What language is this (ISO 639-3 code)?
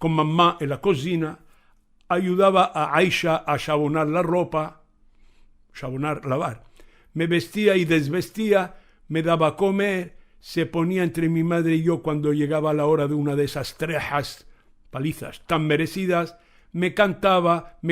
lad